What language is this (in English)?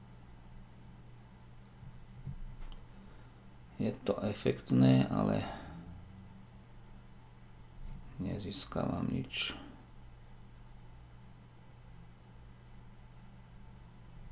Slovak